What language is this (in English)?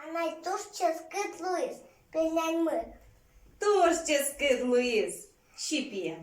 Udmurt